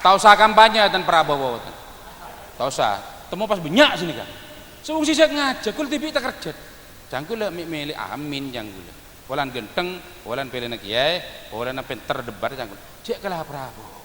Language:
Madurese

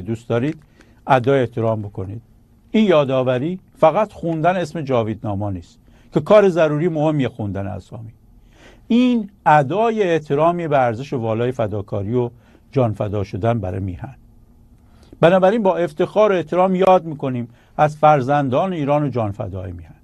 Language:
Persian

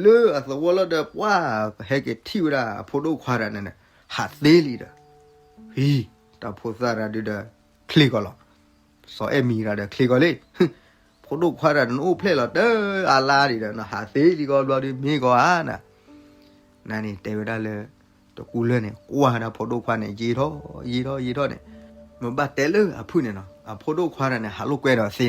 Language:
S'gaw Karen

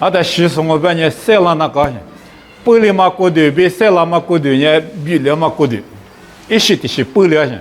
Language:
Lisu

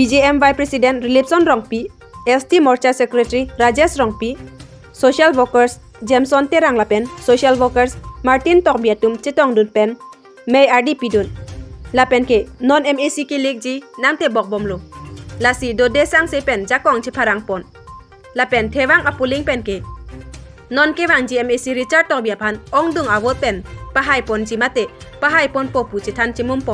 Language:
Karbi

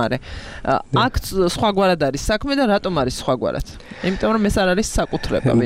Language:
Georgian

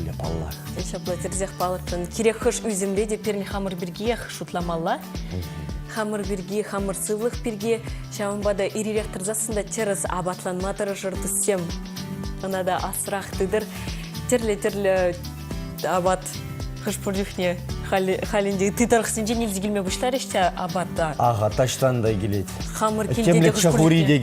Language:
Chuvash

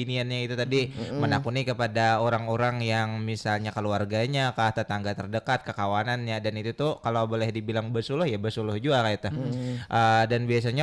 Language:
Banjar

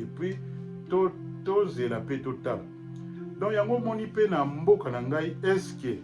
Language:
Lingala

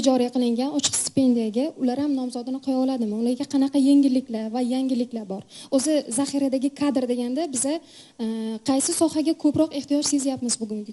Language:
Uzbek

